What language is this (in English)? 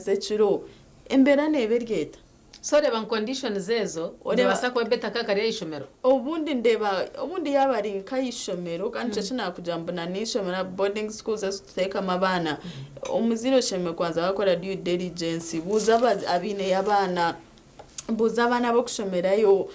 Nyankole